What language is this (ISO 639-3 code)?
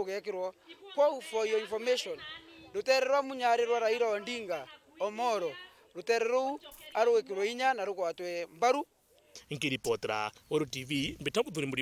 mer